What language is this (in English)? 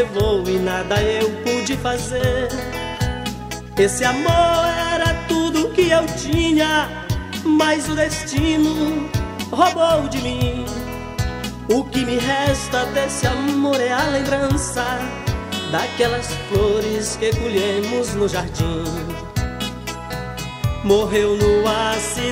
Portuguese